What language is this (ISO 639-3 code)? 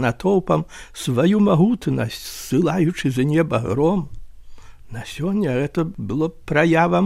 bel